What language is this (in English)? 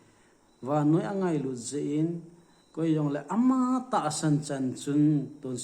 Thado Chin